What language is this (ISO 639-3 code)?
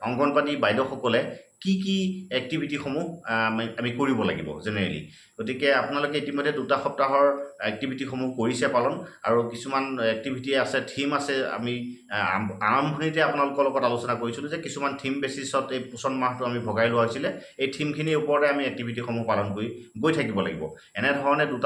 asm